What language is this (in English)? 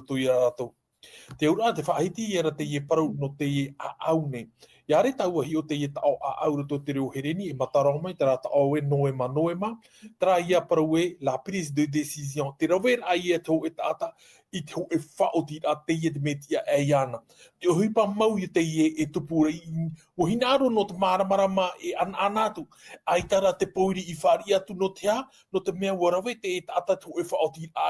Tahitian